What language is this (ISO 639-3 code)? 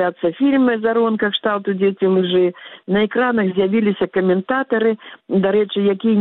bel